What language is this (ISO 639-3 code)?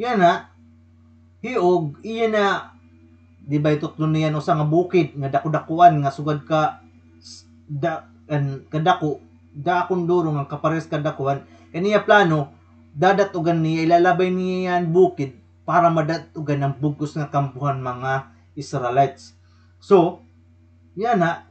war